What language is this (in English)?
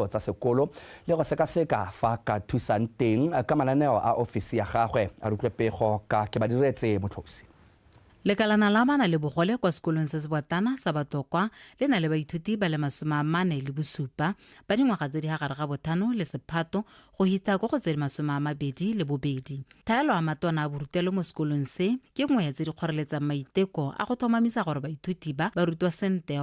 Tswana